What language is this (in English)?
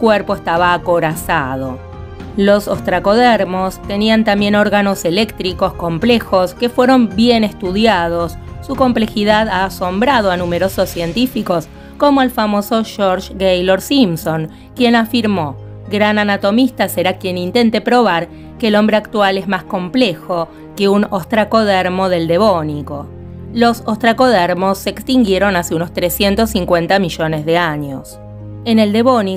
Spanish